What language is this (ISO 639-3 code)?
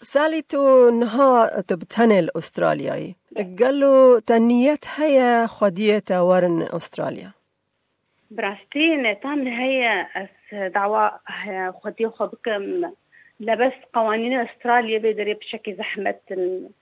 kur